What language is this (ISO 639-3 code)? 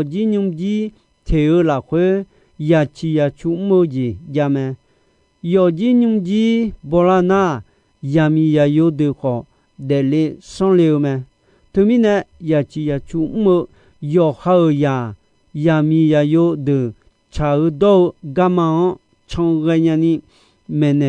ahk